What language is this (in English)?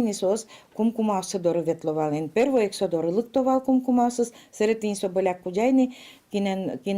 Udmurt